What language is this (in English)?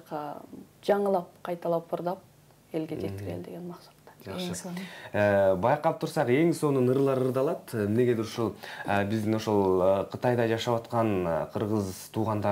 Kyrgyz